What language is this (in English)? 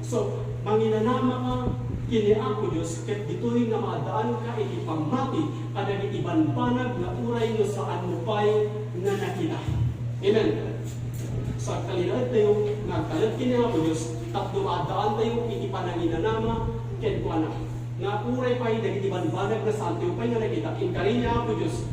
Iloko